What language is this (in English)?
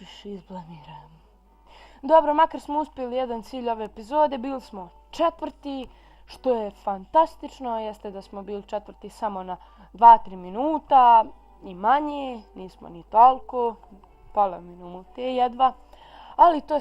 Bosnian